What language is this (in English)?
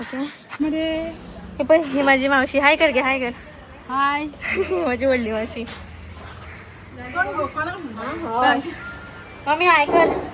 Konkani